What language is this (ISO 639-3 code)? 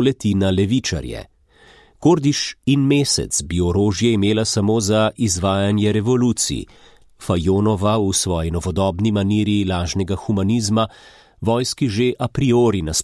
slv